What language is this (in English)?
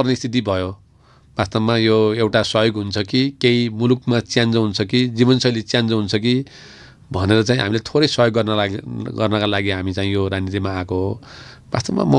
Nepali